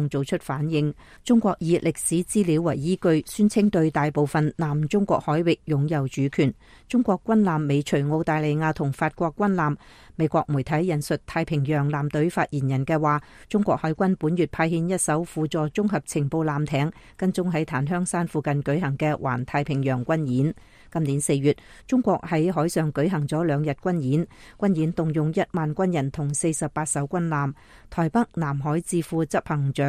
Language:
Cantonese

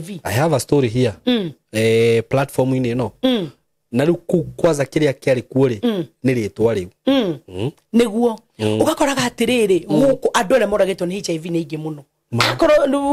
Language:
Kikuyu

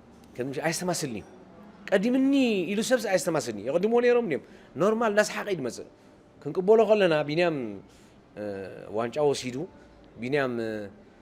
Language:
Tigrinya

